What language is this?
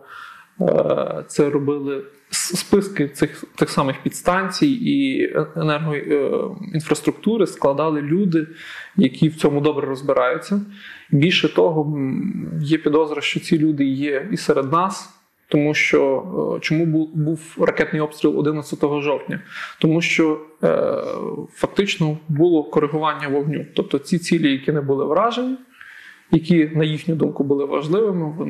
Ukrainian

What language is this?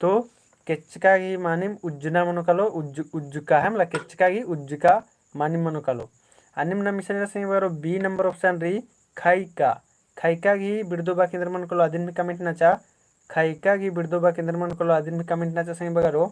Kurukh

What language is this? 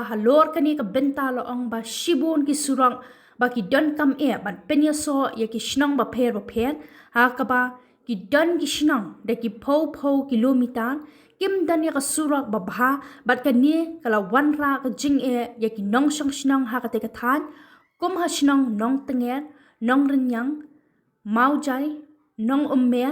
Khasi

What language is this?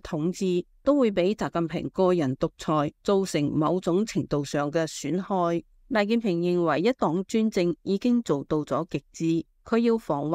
Cantonese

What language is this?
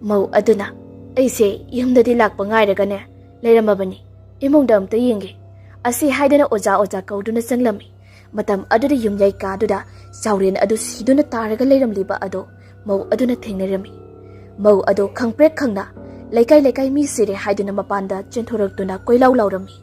Manipuri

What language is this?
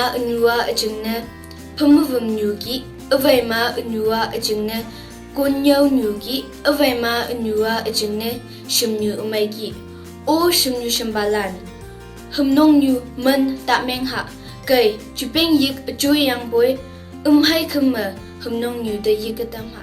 Konyak Naga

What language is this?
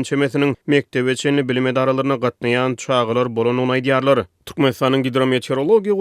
Turkmen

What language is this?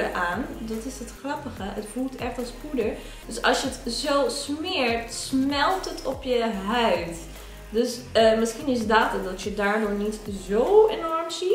Dutch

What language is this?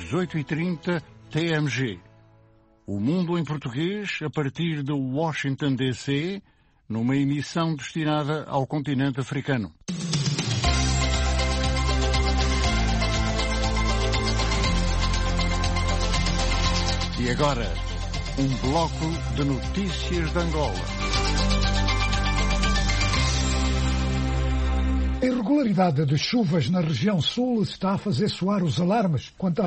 Portuguese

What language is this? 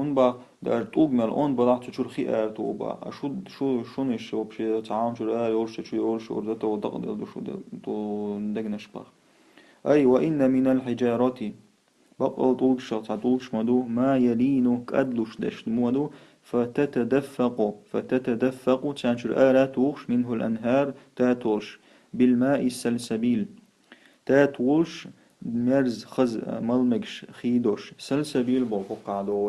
Chechen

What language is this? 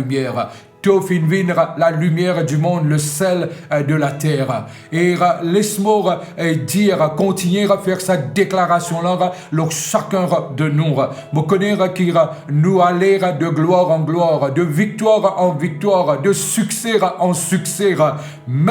Morisyen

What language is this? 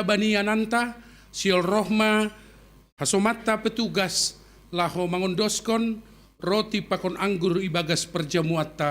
Batak Simalungun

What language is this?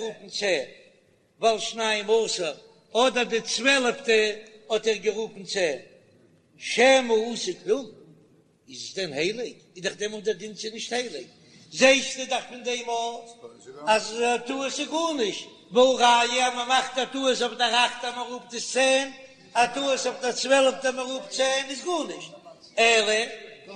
Yiddish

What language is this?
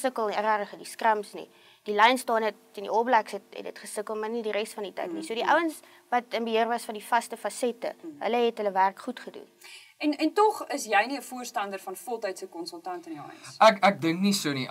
Afrikaans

